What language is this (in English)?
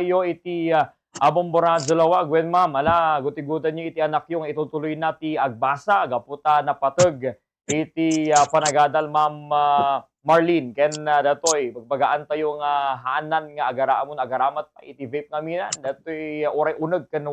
Iloko